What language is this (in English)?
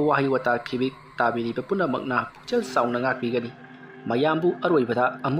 Manipuri